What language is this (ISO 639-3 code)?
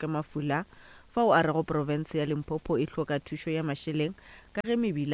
nso